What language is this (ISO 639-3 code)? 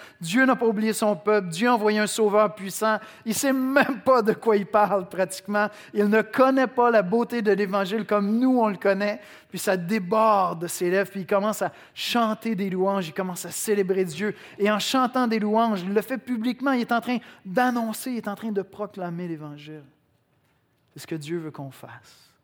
fra